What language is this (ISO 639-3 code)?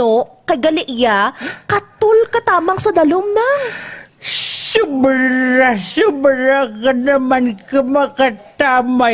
hil